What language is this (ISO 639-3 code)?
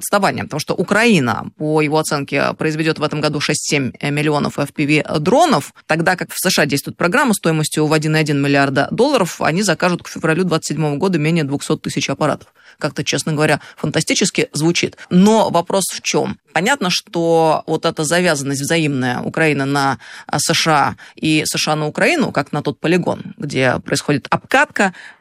rus